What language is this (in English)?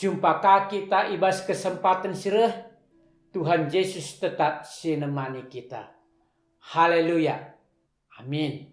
Batak Karo